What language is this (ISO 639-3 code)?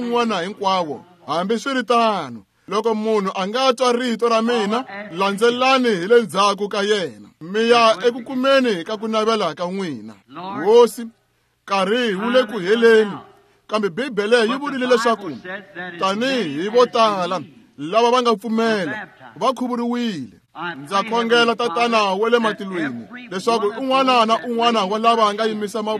tso